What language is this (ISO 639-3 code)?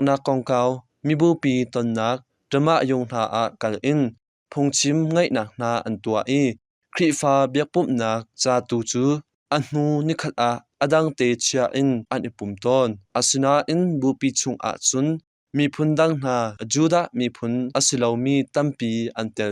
cnh